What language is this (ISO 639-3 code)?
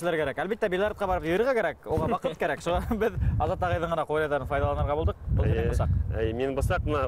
bak